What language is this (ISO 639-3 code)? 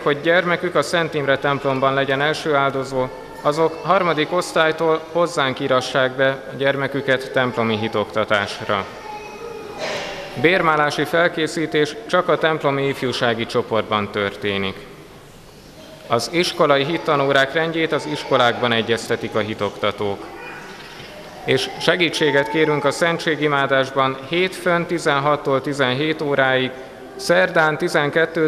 hun